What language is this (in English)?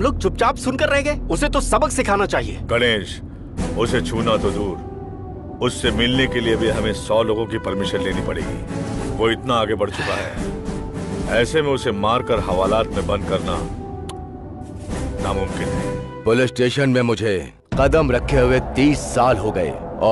Hindi